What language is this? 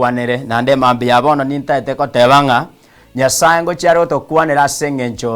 Gusii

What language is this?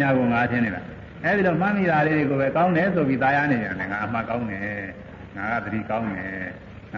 Burmese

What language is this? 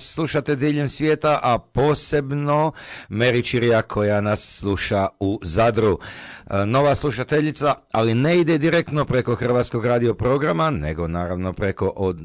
Croatian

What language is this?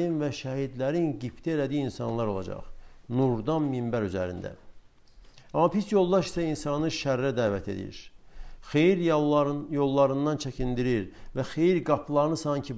Azerbaijani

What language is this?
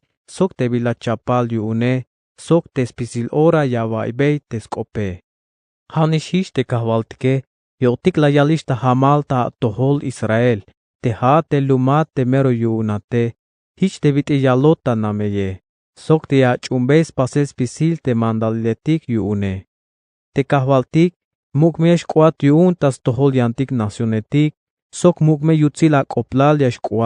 Tzeltal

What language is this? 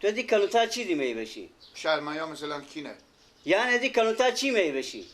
Persian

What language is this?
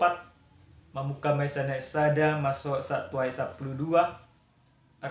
Batak Toba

